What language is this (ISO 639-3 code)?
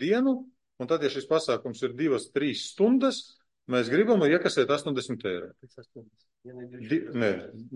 lav